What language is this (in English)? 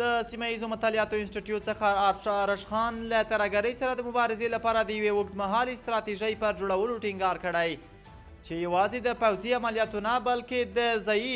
Pashto